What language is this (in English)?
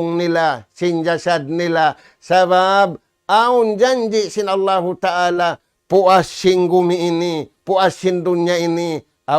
Tausug